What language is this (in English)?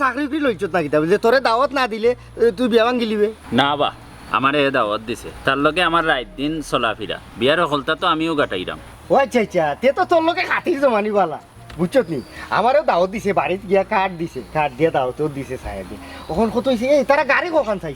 Sylheti